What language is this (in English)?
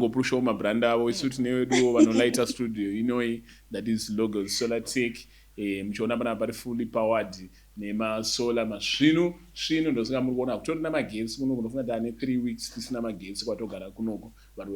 Shona